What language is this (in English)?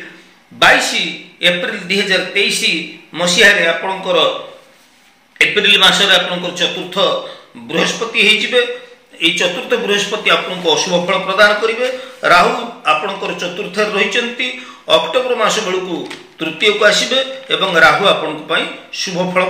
Odia